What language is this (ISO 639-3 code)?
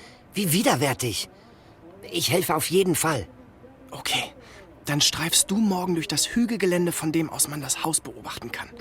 gsw